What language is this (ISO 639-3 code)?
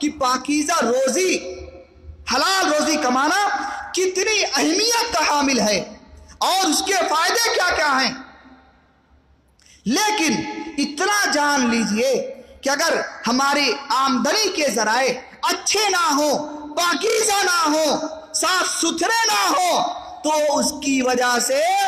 urd